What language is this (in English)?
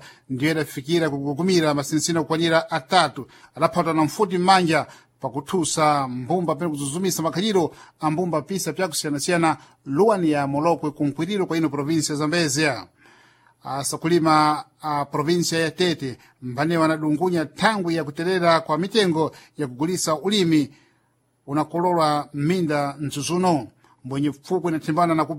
Sena